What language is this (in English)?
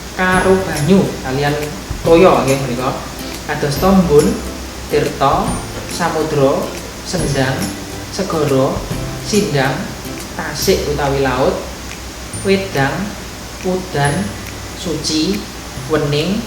Javanese